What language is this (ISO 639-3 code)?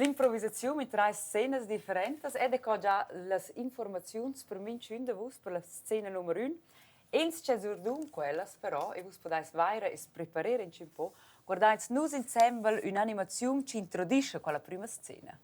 roh